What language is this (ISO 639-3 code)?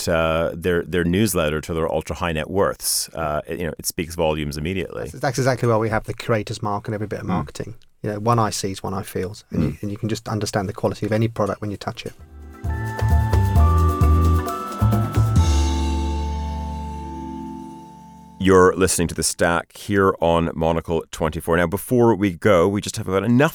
eng